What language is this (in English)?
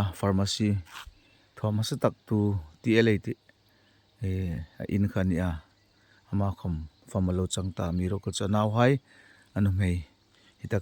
Hmar